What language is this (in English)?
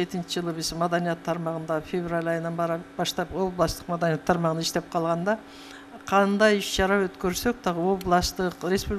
Kyrgyz